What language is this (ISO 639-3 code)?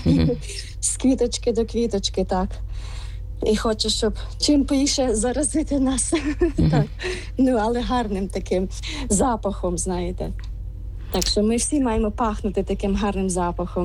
ukr